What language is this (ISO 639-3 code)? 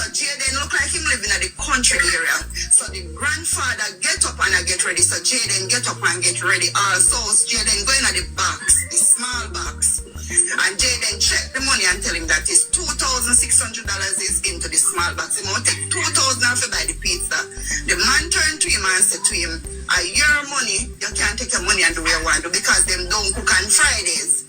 jam